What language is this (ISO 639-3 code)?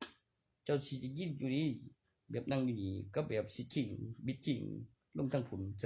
tts